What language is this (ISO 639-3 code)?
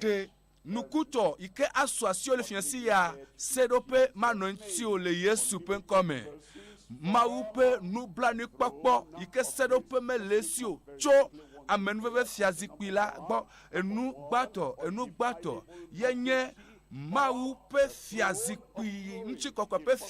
ewe